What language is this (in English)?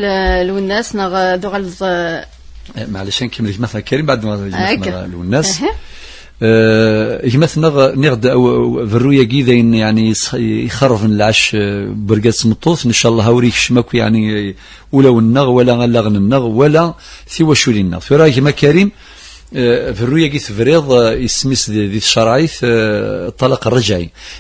Kabyle